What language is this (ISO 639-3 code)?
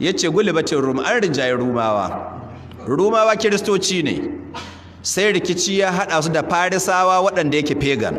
hau